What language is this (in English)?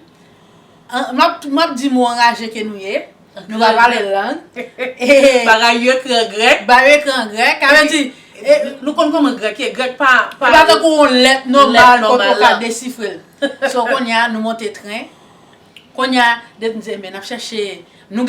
Haitian Creole